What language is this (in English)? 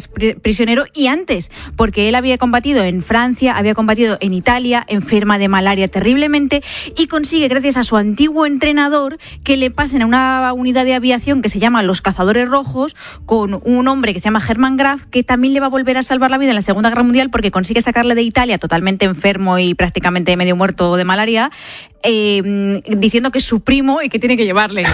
Spanish